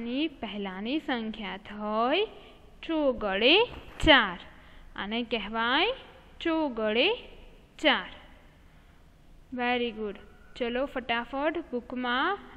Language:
Gujarati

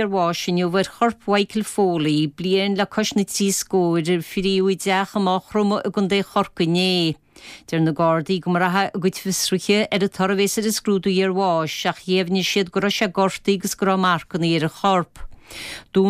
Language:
Irish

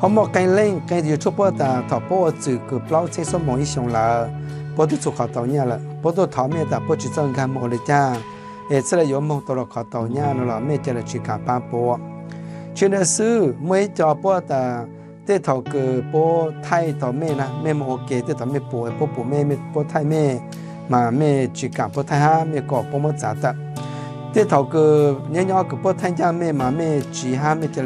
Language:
Hmong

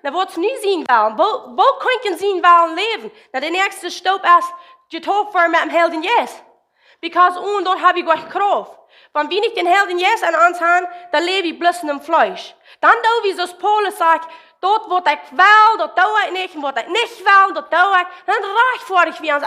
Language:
Plautdietsch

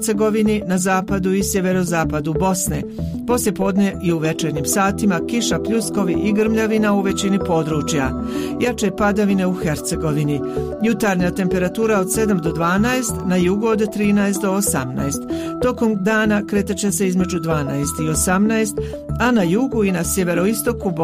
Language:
Bosnian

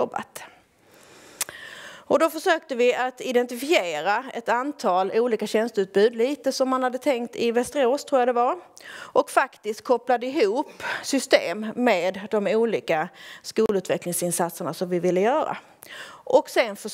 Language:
Swedish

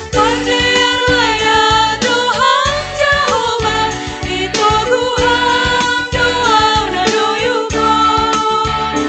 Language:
Batak Simalungun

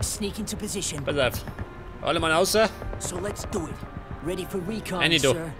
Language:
Bavarian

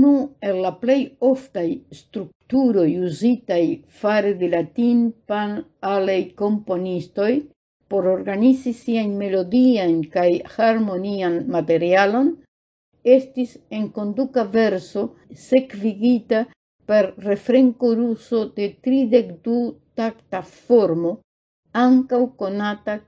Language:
Esperanto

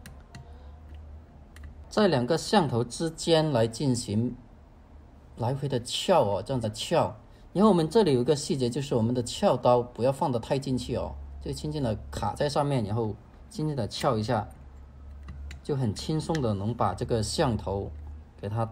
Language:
Chinese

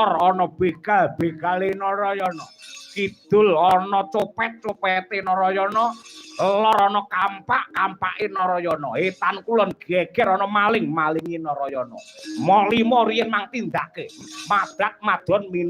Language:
Javanese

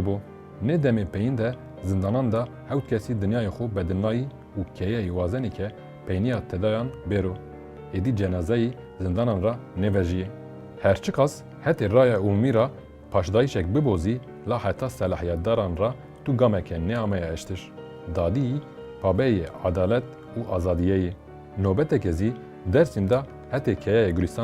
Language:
Kurdish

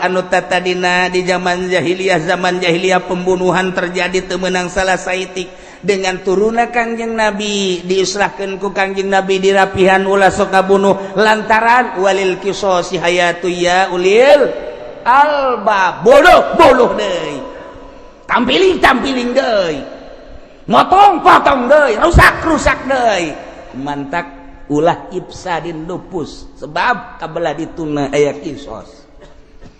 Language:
Sundanese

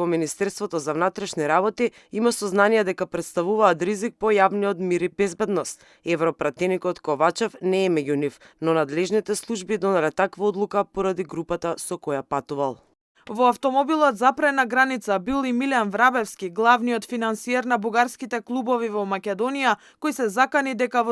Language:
Macedonian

